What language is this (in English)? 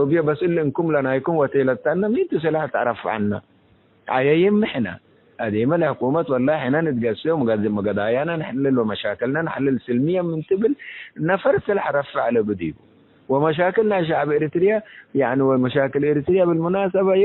Tigre